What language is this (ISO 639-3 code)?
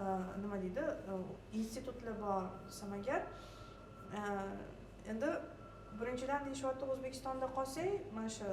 uzb